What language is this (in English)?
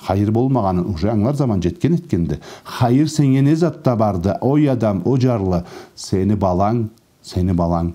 Karachay-Balkar